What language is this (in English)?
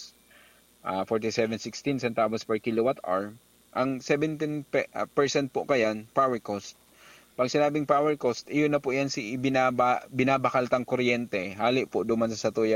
Bikol